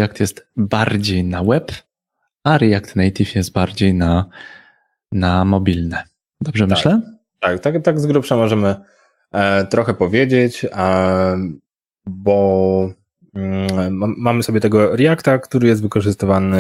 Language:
Polish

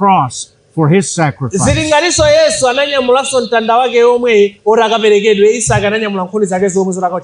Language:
Nyanja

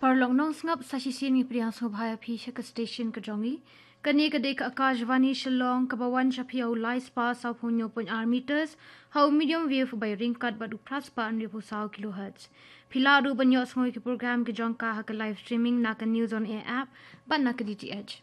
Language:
Khasi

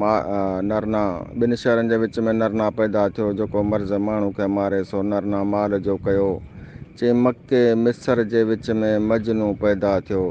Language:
Sindhi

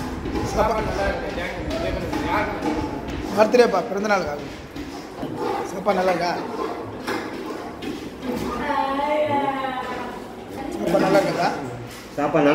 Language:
Tamil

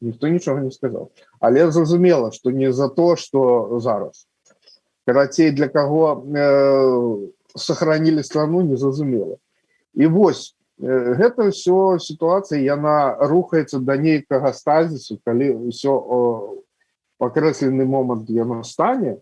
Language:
Belarusian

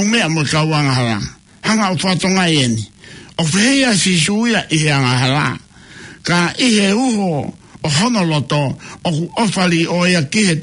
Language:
Tongan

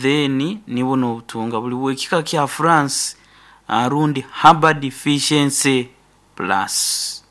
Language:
Nyankole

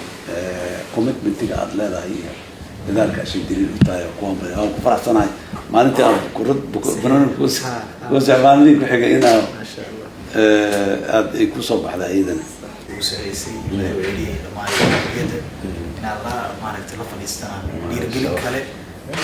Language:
Somali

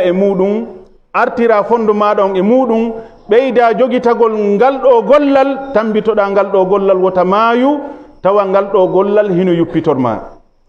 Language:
Fula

